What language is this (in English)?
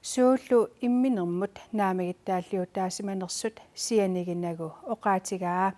Kalaallisut